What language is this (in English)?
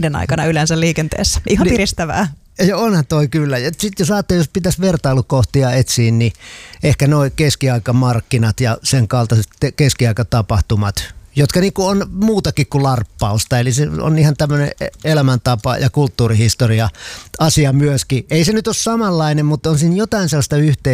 Finnish